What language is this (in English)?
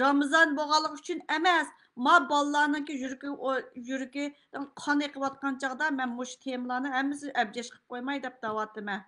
Uyghur